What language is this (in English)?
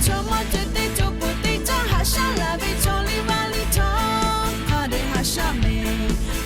Lahu